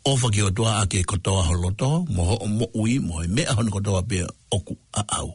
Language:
Tongan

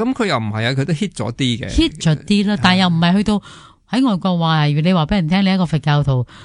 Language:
Cantonese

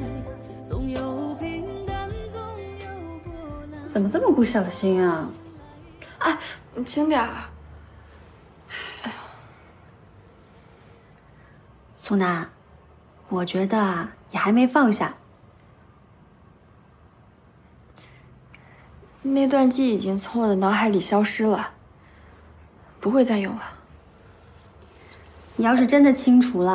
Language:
Chinese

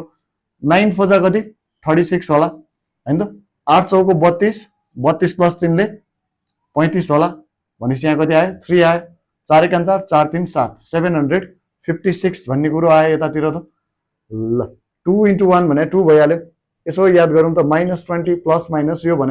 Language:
Nepali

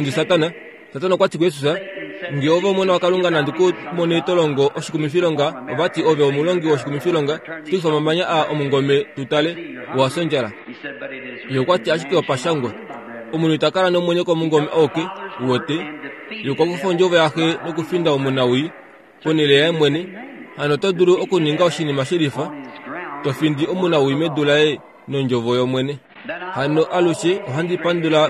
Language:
Kuanyama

